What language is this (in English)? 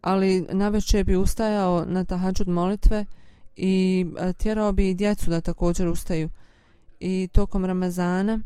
Bosnian